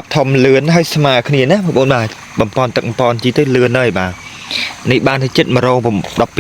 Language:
Khmer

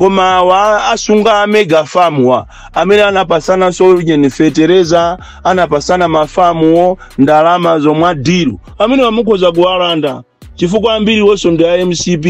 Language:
Nyanja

